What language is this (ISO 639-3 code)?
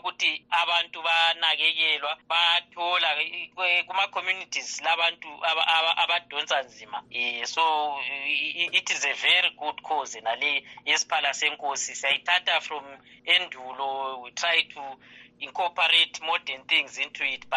nde